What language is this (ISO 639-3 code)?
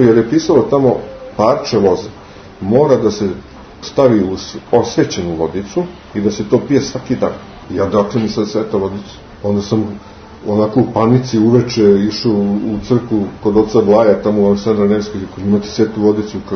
srp